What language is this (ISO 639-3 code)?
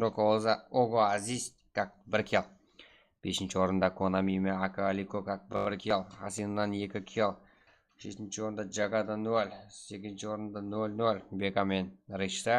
kaa